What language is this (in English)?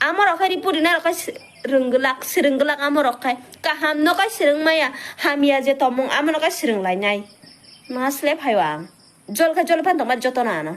Kok Borok